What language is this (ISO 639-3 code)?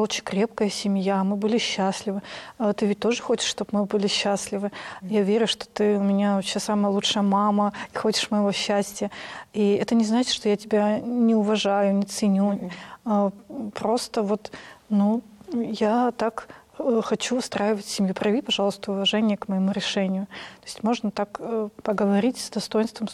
rus